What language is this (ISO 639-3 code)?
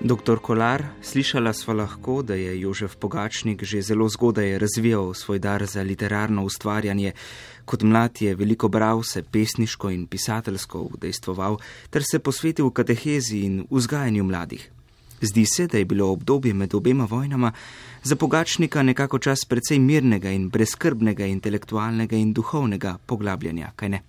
slv